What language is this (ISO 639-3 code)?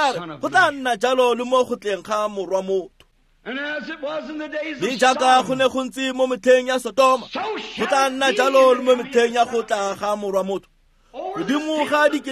tsn